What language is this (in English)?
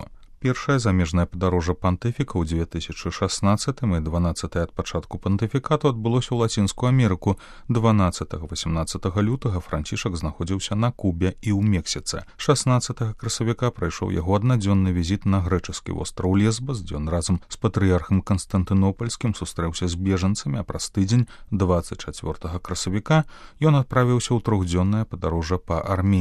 Belarusian